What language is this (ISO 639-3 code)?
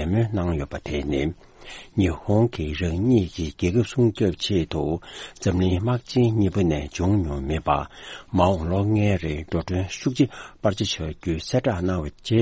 bod